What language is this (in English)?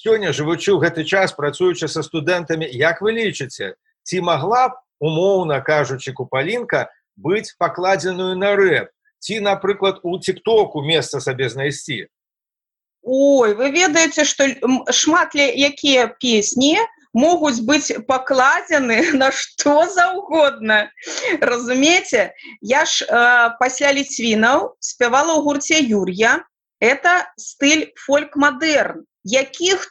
Belarusian